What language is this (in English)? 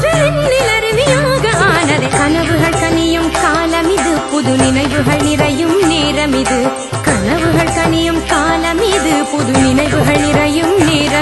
Tamil